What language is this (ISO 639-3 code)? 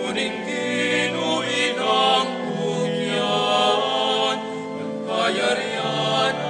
pam